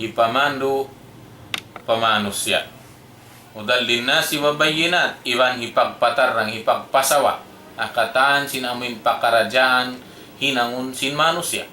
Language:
Tausug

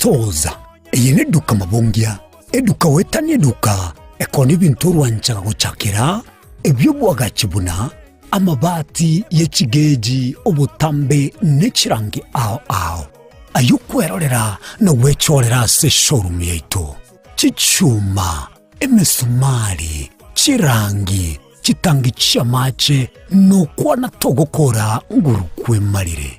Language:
Gusii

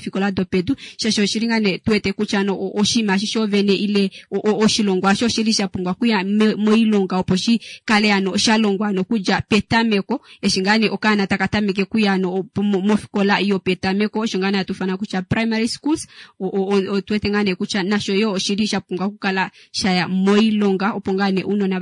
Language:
Kuanyama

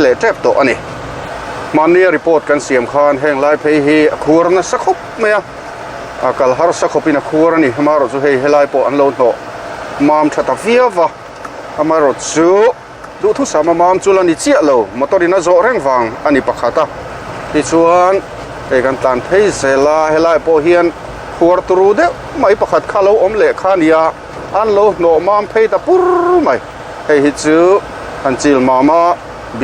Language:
Mizo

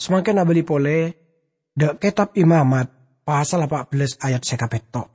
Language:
Madurese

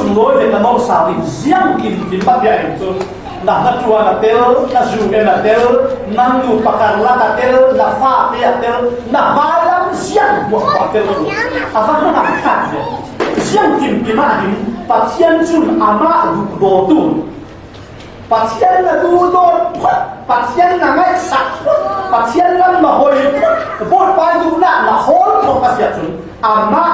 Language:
Falam Chin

